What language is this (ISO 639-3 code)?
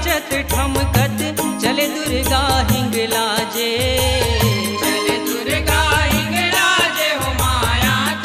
hne